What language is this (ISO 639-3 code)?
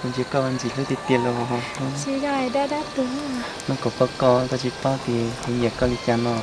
hmn